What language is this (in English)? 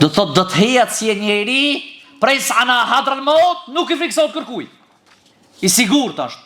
Albanian